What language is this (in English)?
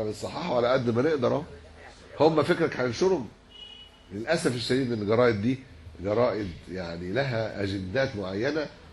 Egyptian Arabic